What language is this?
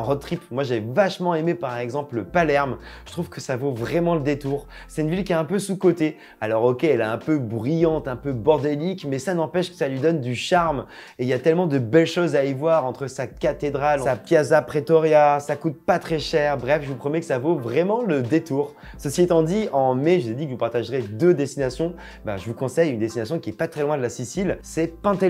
French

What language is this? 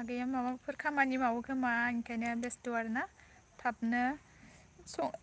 Bodo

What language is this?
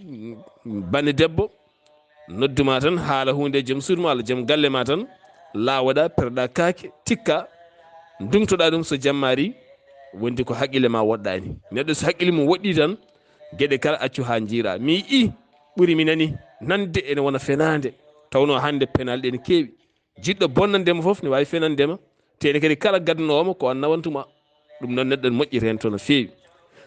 Fula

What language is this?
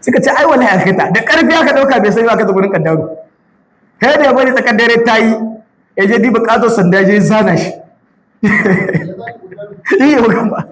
Hausa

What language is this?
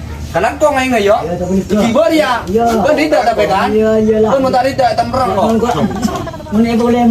Madurese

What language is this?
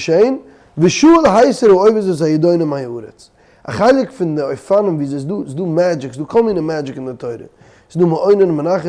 Yiddish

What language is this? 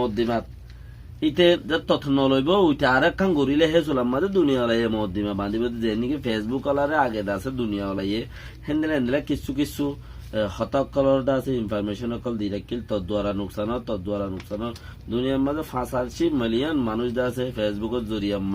Rohingya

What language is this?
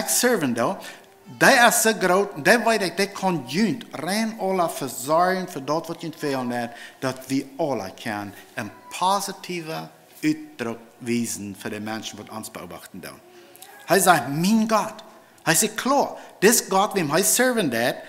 Plautdietsch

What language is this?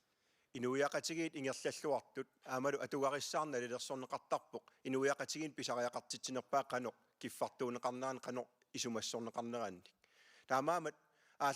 Kalaallisut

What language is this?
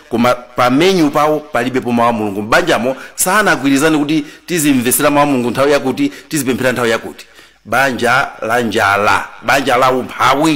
Nyanja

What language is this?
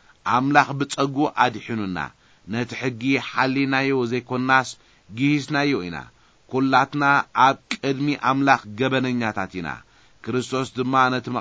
Tigrinya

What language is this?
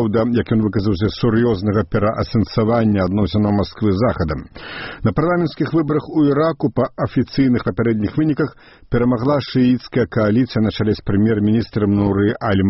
Belarusian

